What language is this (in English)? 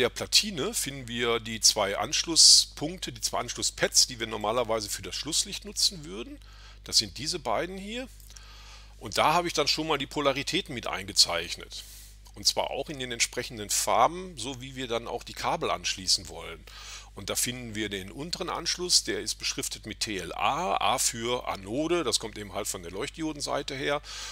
German